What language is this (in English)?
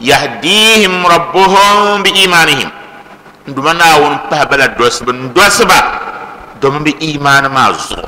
Dagbani